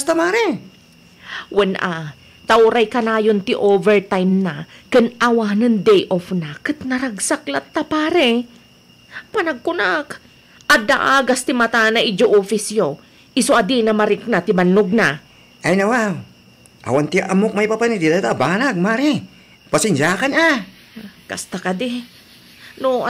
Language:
Iloko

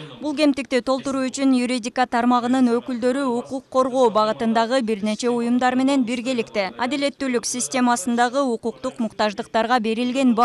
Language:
Kyrgyz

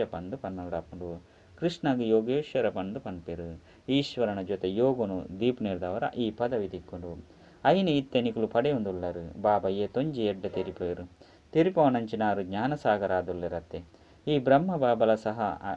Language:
Tulu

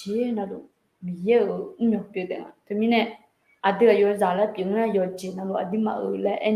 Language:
Akha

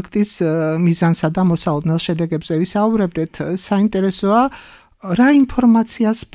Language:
Georgian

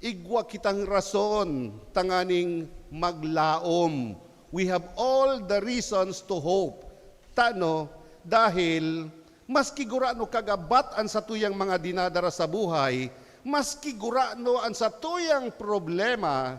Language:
Bikol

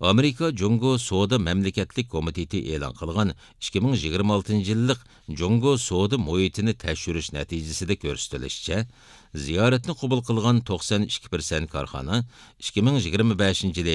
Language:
Uyghur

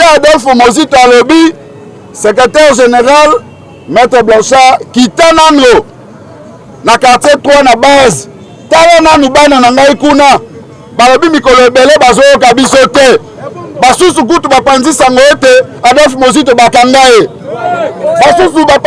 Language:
Lingala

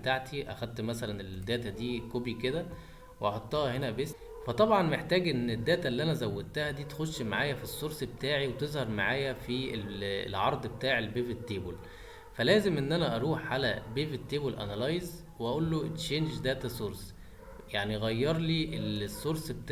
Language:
Egyptian Arabic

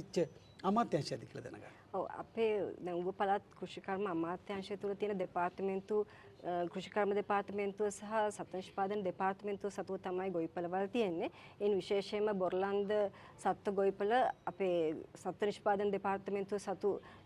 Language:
Sinhala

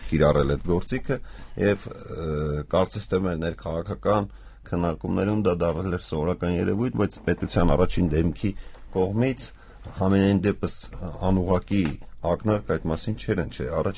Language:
Armenian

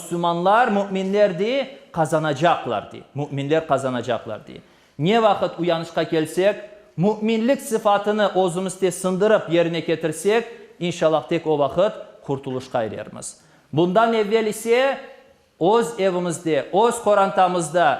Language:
Crimean Tatar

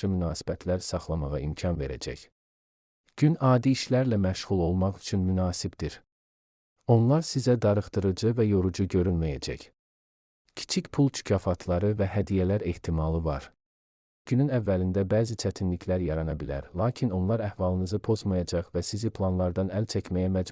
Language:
Azerbaijani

